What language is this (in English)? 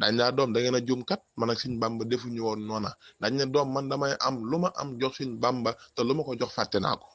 Wolof